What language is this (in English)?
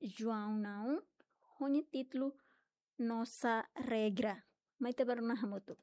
Tetum